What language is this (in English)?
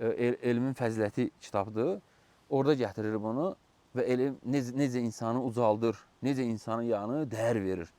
Azerbaijani